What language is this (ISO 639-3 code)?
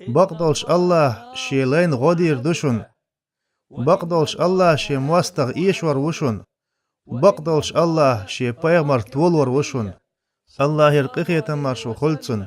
che